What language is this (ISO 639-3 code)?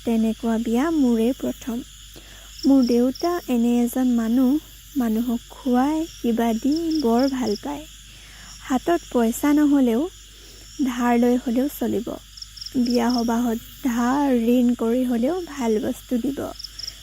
asm